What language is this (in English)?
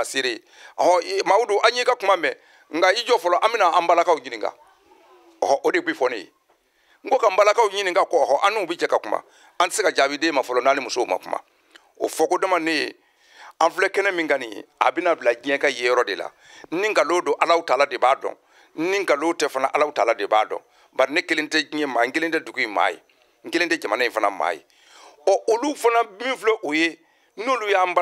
Bambara